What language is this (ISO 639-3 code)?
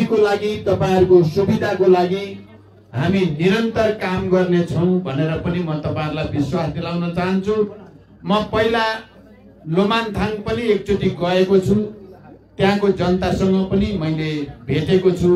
nep